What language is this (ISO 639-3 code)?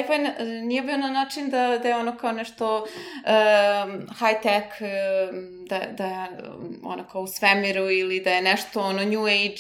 srp